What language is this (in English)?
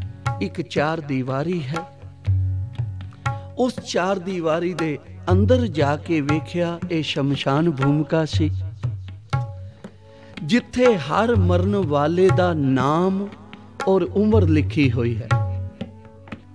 Punjabi